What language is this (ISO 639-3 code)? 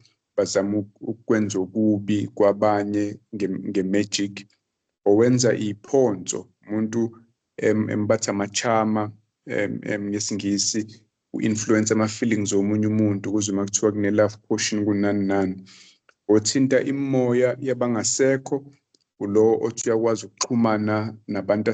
zul